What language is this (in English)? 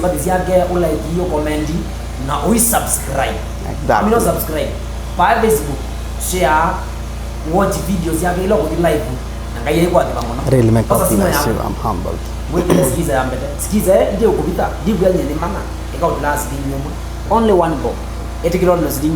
Kamba